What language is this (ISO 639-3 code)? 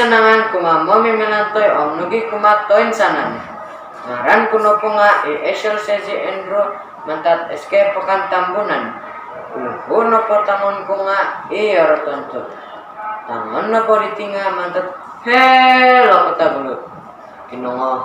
dtp